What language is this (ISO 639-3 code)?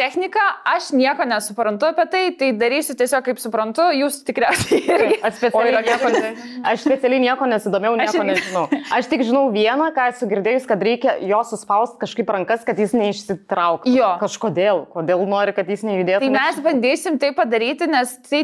lit